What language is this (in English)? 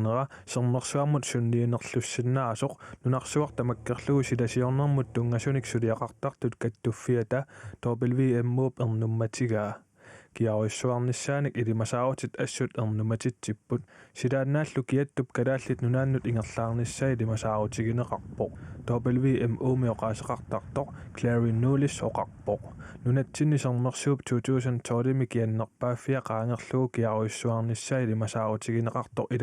Kalaallisut